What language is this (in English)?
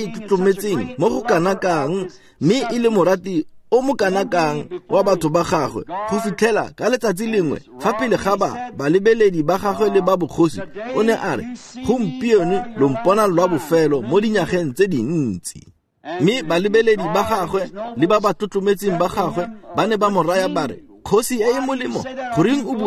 Tswana